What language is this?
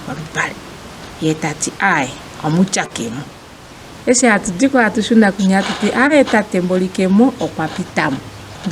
Ndonga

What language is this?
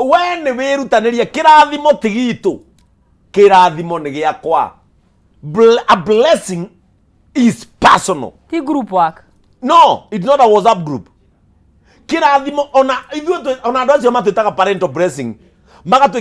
Kikuyu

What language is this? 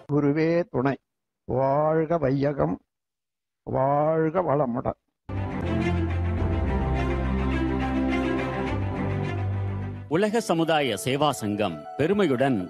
Tamil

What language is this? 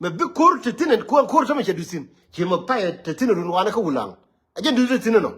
Nuer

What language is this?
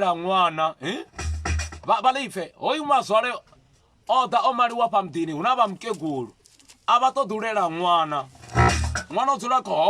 Venda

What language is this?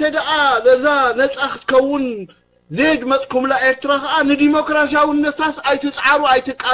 Tigrinya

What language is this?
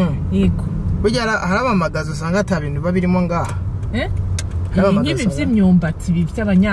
Rundi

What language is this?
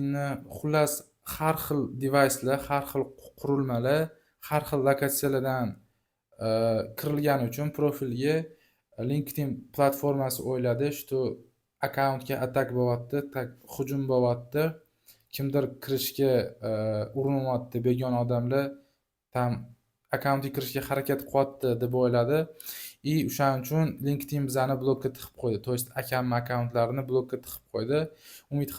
Uzbek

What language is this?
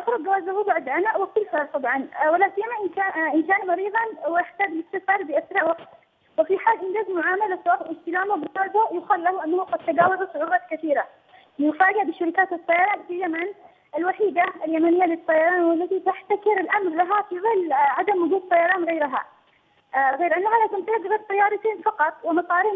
Arabic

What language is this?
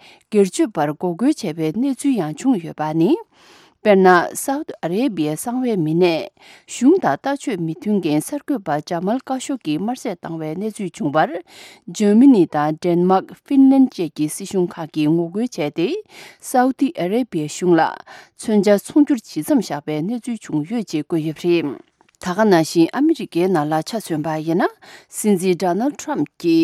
Tibetan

